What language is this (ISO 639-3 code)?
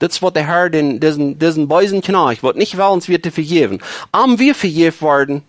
pdt